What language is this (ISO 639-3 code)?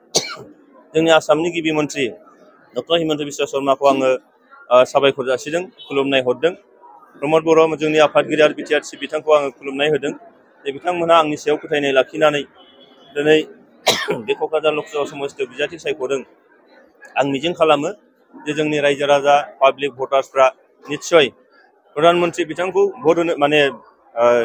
brx